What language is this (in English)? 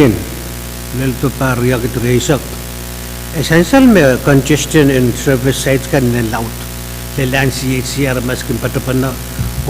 Pohnpeian